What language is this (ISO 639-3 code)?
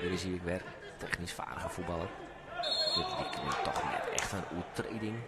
fry